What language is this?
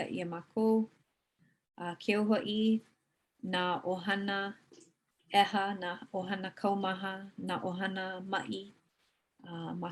Hawaiian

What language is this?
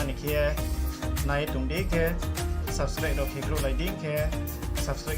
Riang (India)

